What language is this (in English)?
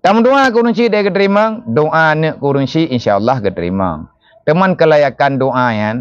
Achinese